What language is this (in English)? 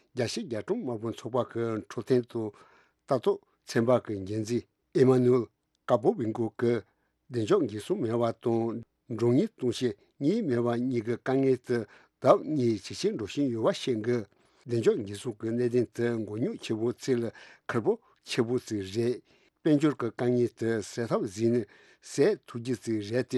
Tibetan